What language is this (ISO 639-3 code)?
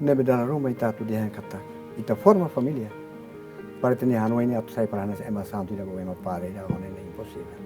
tet